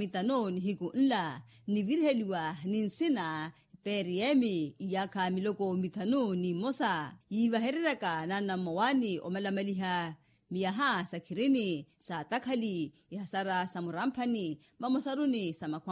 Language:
Makhuwa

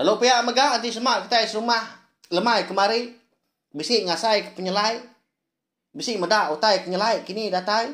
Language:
Iban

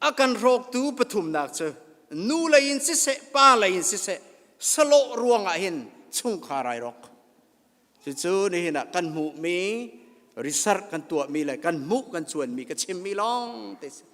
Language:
Hakha Chin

